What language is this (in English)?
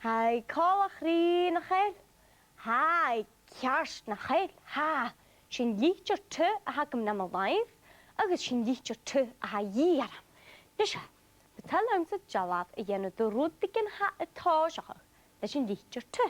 Scottish Gaelic